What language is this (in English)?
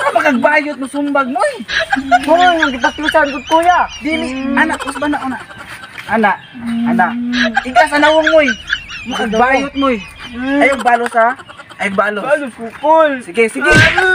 Cebuano